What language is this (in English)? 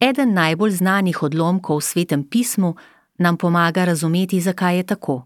Slovenian